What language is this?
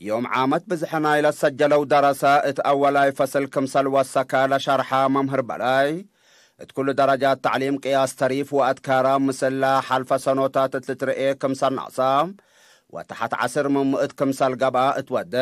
Tigre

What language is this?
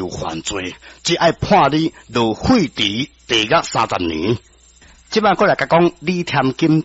Min Nan Chinese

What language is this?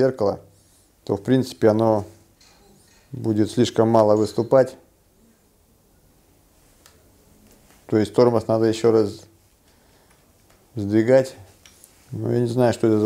Russian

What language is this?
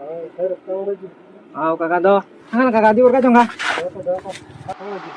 Kok Borok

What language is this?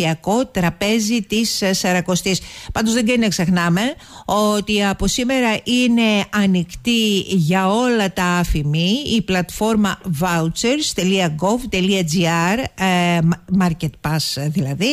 Greek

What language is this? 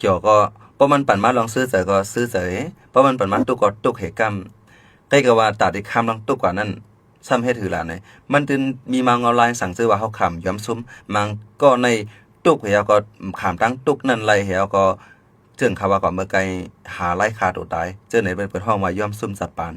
Shan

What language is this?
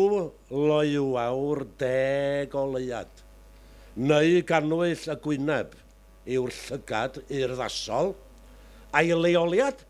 Welsh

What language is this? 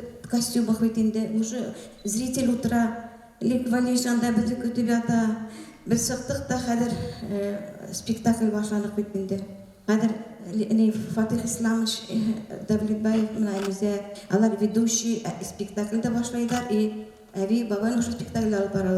Bashkir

